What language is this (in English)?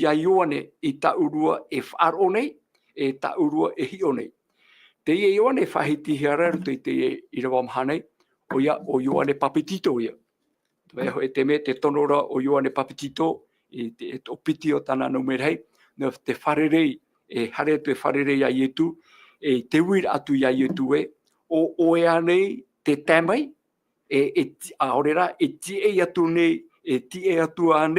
Tahitian